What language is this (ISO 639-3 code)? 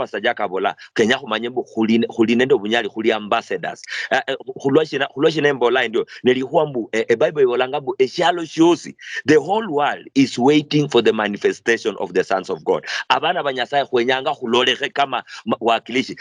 luy